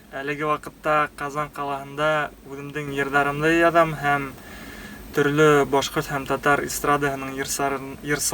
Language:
Bashkir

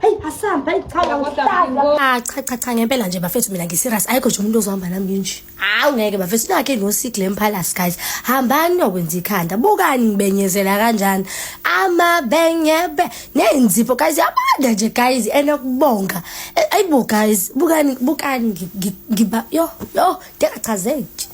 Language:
Zulu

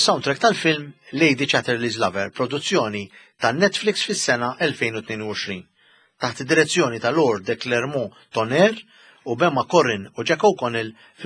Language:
Maltese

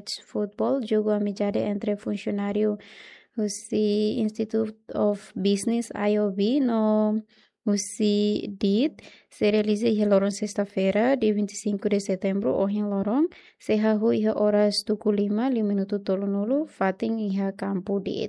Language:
Tetum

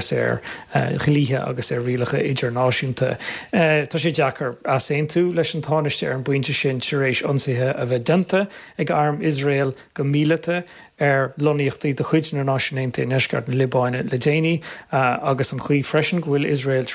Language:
Irish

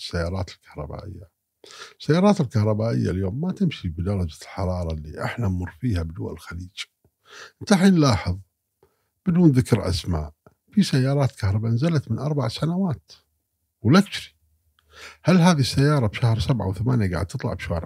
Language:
Gulf Arabic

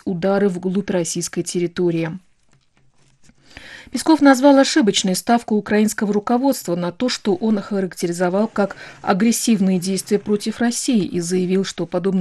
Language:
Russian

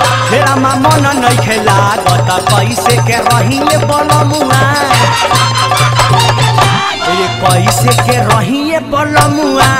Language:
Bhojpuri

